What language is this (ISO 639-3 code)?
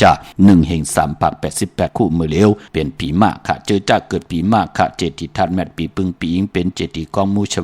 shn